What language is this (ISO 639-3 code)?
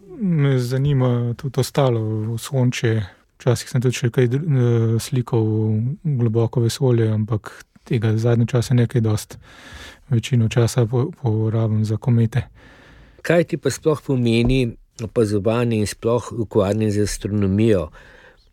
slv